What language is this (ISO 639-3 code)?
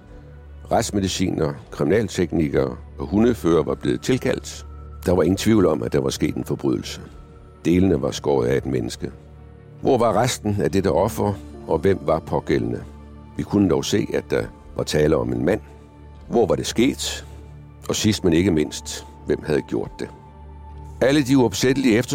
dan